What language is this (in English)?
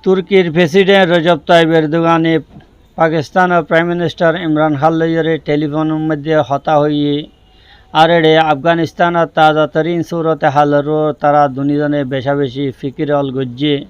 Rohingya